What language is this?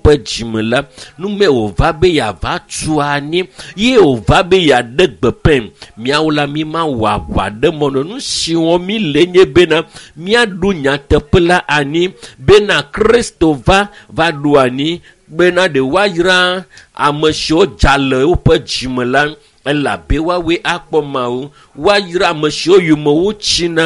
Ewe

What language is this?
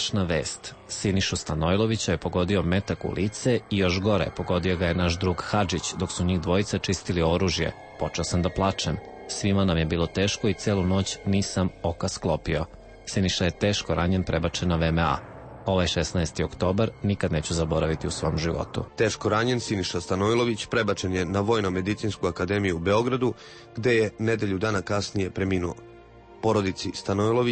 Serbian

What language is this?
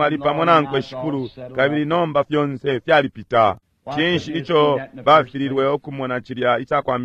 Bemba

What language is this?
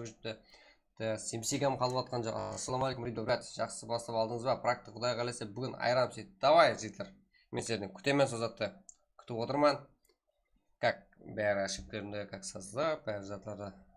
Kara-Kalpak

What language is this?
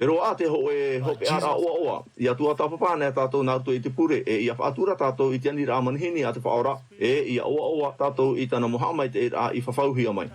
Tahitian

